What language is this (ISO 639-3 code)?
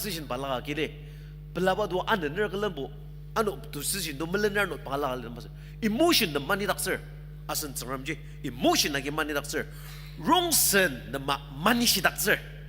njo